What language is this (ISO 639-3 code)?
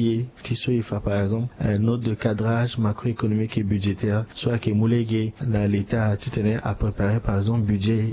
sag